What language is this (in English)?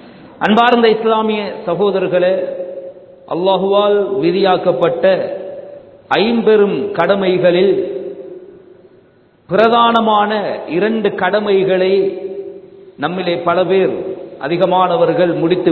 Tamil